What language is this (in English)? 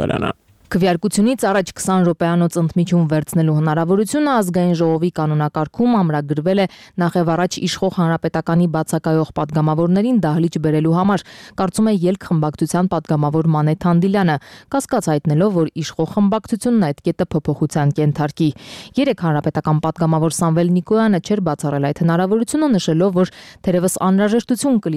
Armenian